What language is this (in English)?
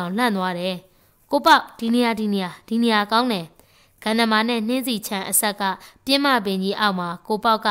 Burmese